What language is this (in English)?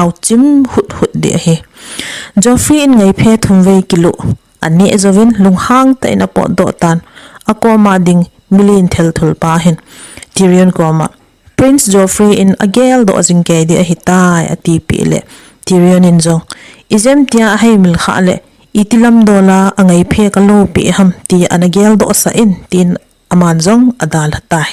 Thado Chin